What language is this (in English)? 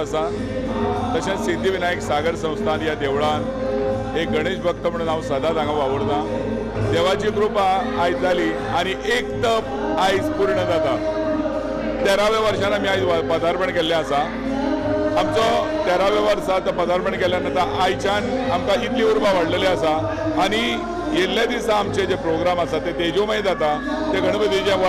Konkani